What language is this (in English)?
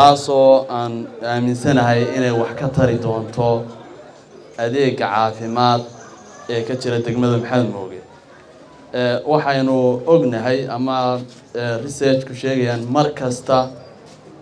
Somali